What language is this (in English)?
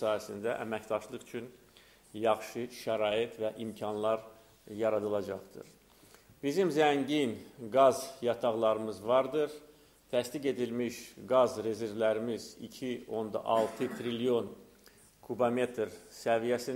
Azerbaijani